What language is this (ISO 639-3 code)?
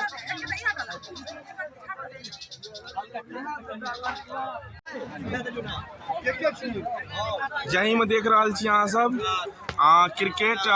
mai